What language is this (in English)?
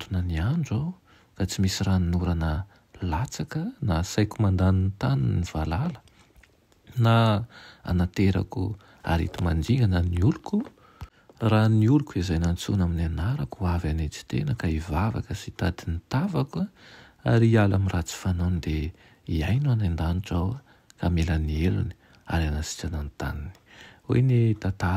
Malagasy